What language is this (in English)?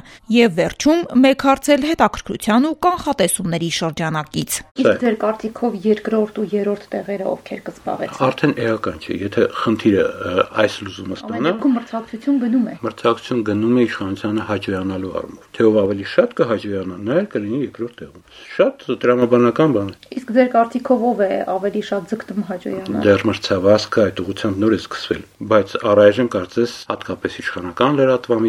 Armenian